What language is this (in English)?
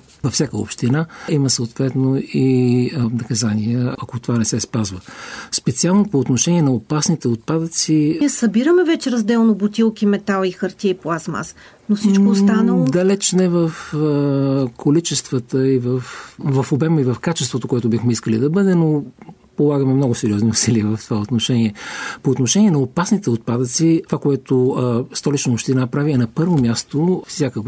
Bulgarian